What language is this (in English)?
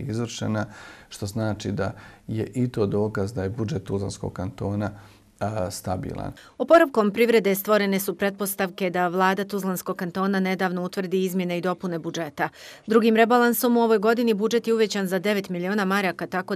Bosnian